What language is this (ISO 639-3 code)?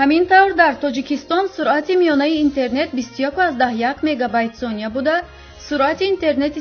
tgk